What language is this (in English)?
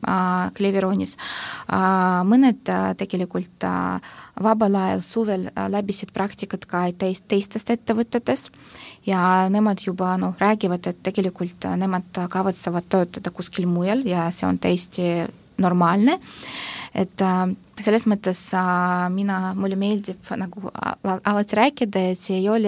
Estonian